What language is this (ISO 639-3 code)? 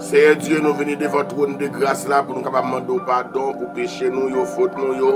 hat